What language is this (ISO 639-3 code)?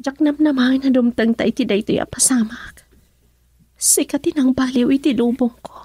ilo